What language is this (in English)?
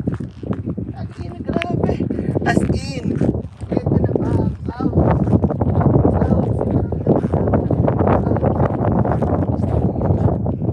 Filipino